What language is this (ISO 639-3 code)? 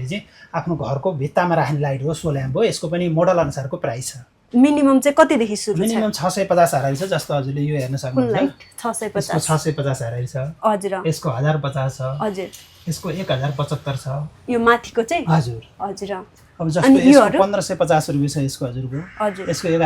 nep